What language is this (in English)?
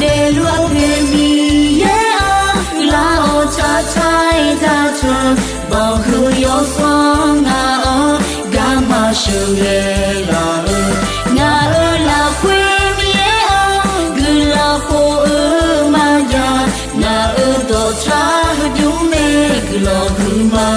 Akha